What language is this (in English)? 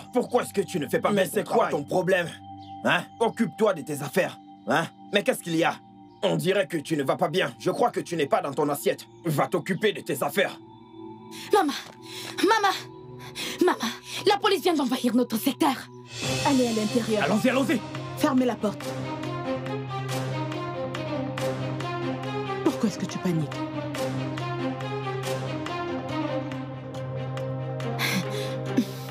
French